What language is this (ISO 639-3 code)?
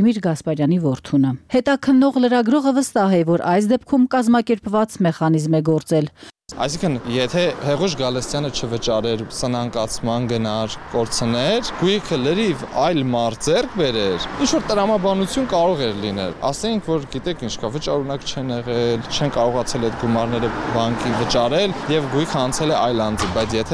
hye